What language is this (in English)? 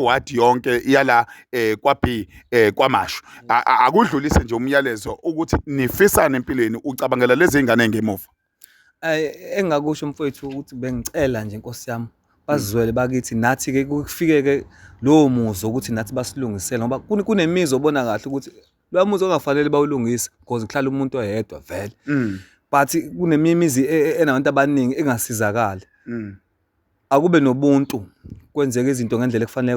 Zulu